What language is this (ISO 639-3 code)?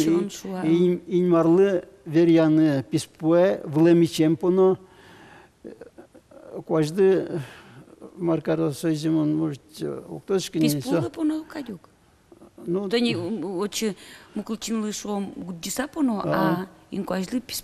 udm